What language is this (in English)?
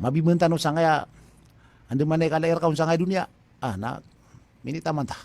Maranao